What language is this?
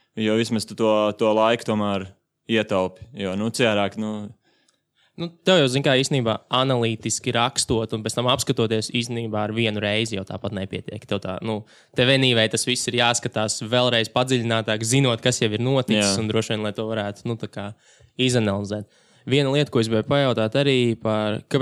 Latvian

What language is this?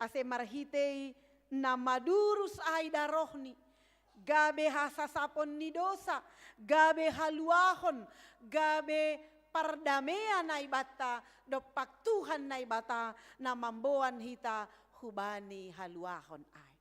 Batak Simalungun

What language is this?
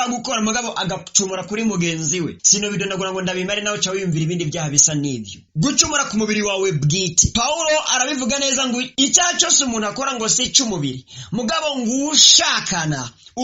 Rundi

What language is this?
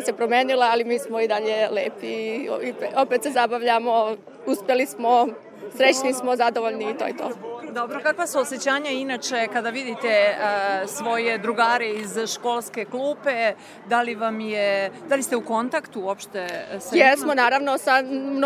Serbian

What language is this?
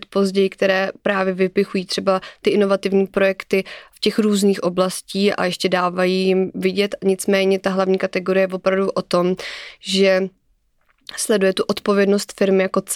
Czech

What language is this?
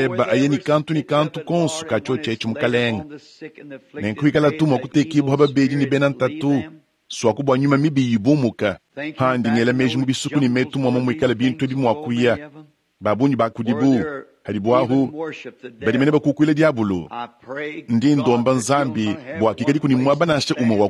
Luba-Lulua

